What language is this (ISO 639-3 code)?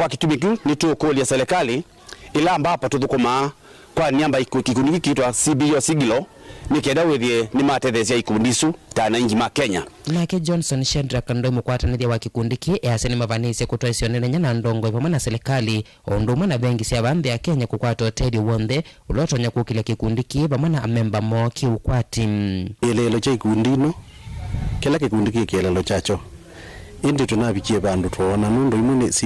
kam